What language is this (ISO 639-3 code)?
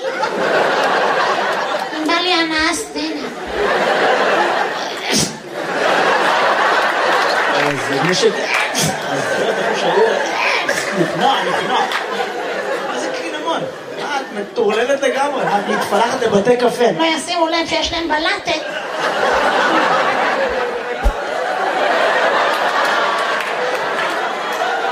heb